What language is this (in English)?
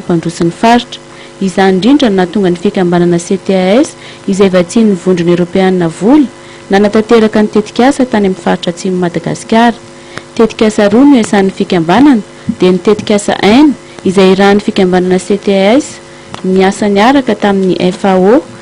Malagasy